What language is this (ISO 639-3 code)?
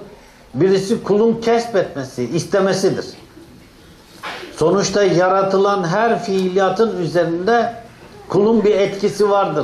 tur